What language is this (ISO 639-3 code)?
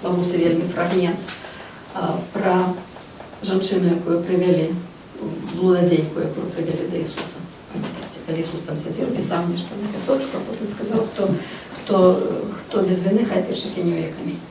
bel